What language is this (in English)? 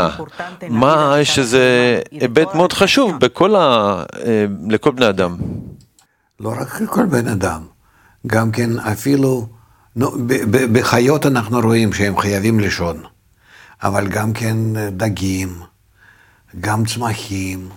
Hebrew